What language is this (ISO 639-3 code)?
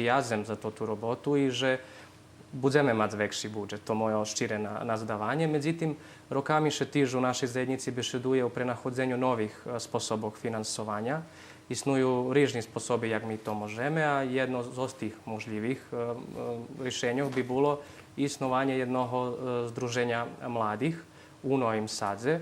rue